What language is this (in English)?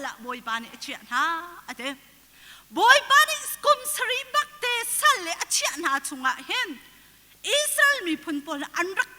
Hakha Chin